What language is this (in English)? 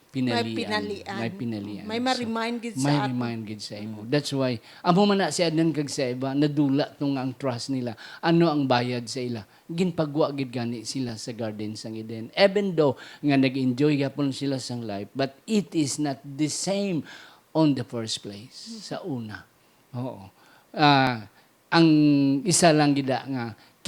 Hiligaynon